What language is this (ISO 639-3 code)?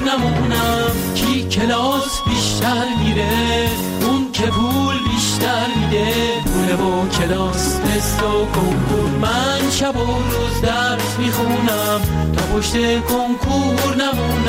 fas